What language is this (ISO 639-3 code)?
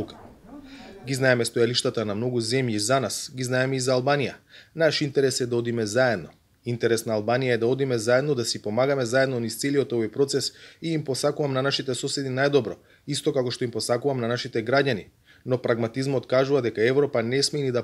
mkd